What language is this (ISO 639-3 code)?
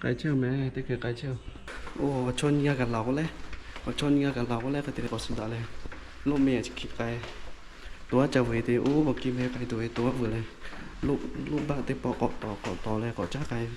lhu